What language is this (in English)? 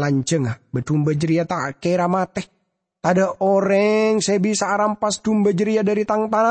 Madurese